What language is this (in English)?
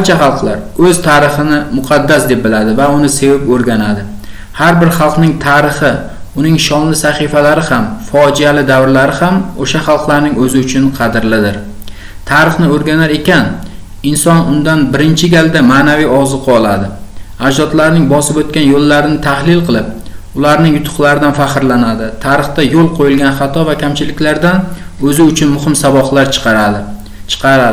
Uzbek